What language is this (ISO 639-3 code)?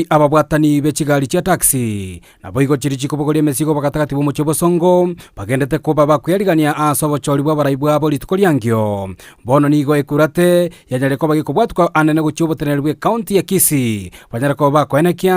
guz